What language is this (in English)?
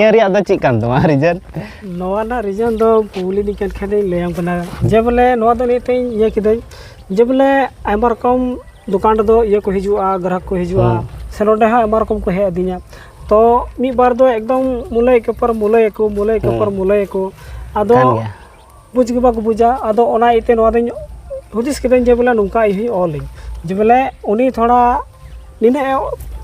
Santali